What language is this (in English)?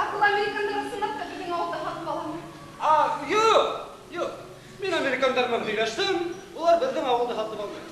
Bashkir